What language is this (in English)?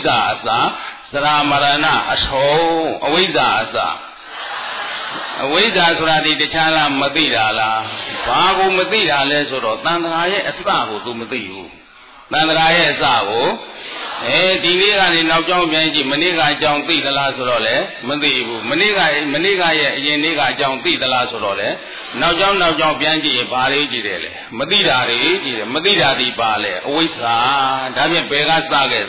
Burmese